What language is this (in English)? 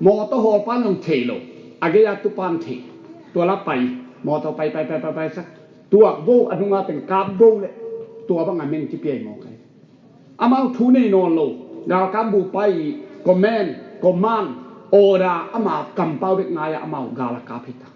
Tedim Chin